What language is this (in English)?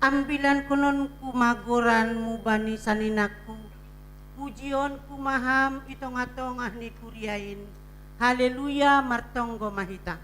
Batak Simalungun